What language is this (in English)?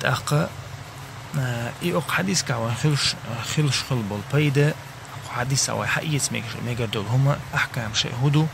Chechen